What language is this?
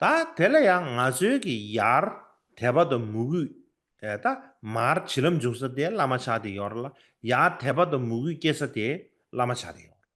Tibetan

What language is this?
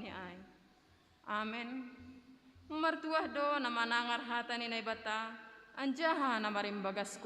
Batak Simalungun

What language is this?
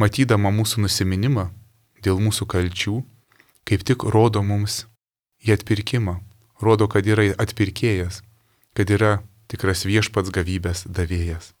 Lithuanian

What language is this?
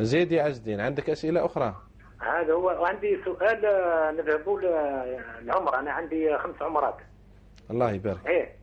Algerian Arabic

